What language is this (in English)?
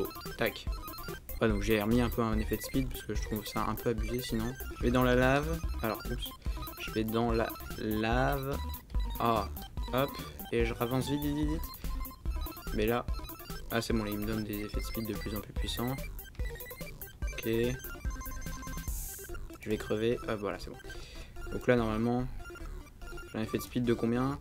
French